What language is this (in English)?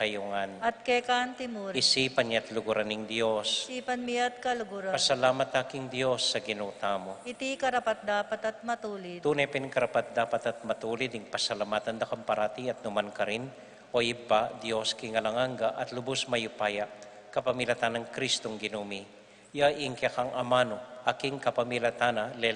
Pampanga